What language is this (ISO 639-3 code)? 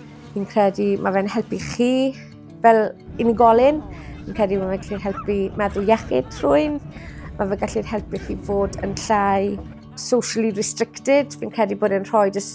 cym